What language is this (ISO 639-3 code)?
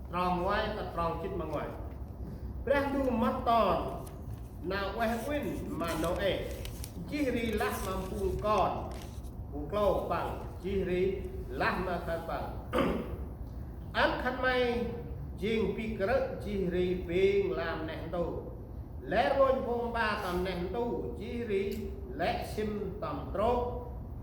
cmo